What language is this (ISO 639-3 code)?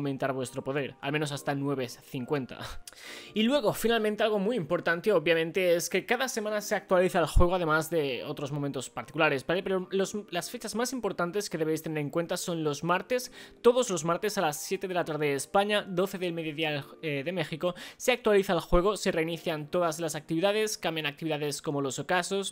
spa